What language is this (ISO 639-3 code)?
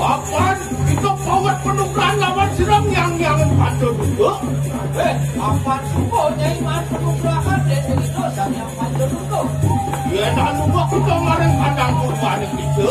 ban